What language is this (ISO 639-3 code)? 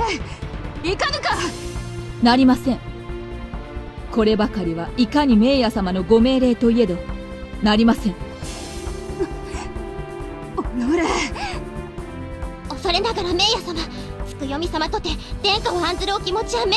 jpn